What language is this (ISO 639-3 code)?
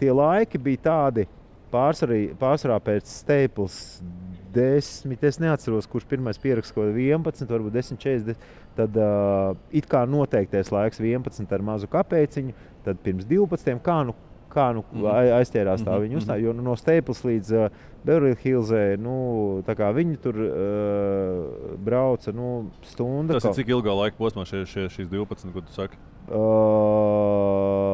lav